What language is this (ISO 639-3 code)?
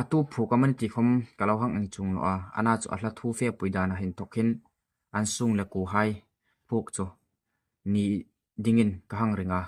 hmr